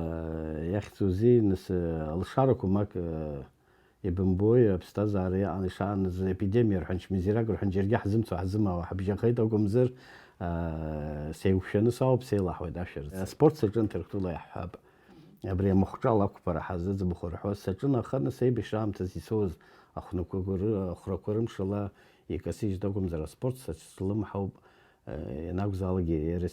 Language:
Abkhazian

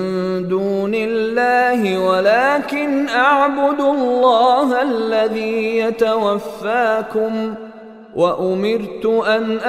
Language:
Arabic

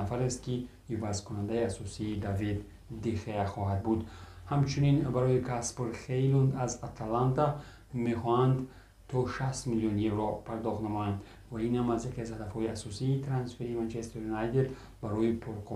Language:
Tajik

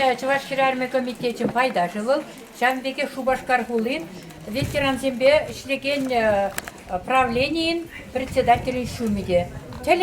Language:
Chuvash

